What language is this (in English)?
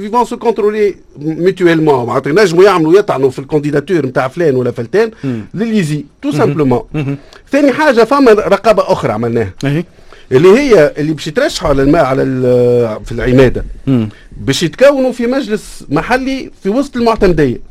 Tunisian Arabic